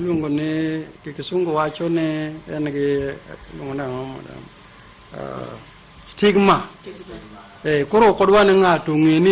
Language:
Luo (Kenya and Tanzania)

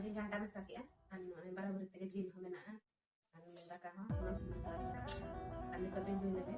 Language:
Santali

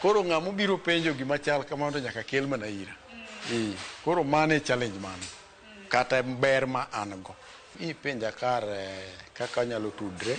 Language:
Luo (Kenya and Tanzania)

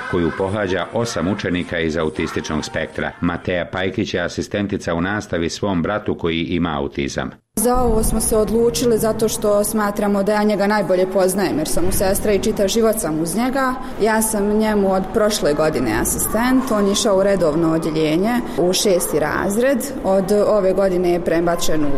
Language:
Bosnian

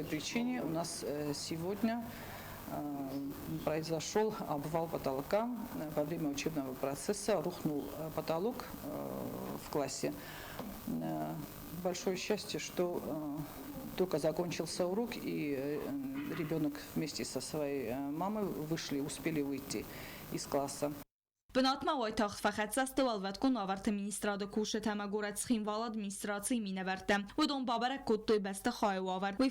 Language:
Ossetic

